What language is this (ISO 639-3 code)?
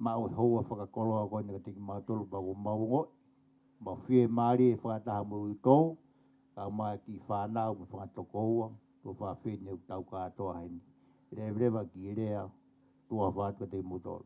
ton